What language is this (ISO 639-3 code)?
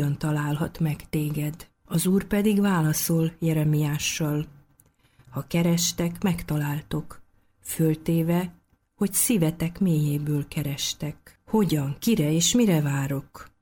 hun